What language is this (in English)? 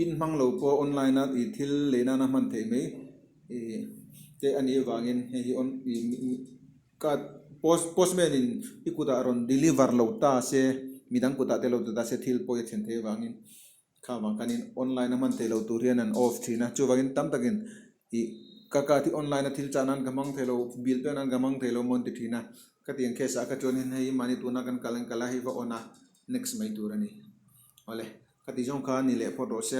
Mizo